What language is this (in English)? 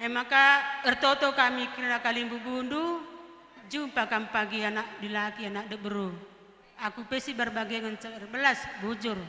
Batak Karo